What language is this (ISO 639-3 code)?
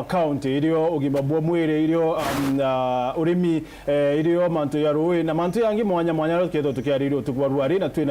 mer